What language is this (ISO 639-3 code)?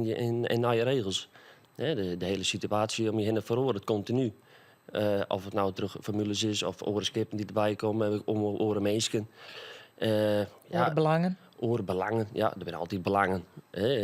fry